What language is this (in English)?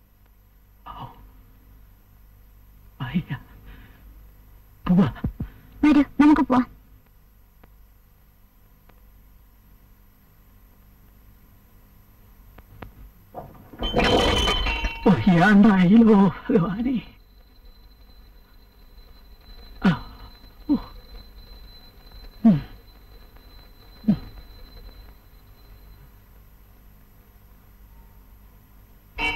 Malayalam